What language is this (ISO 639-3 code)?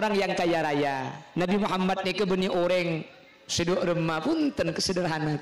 mad